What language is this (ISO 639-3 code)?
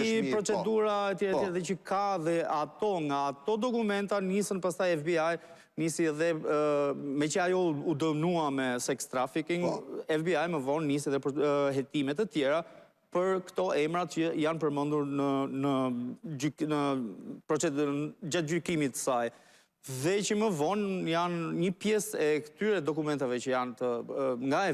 sqi